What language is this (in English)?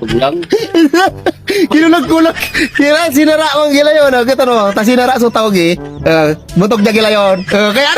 Bikol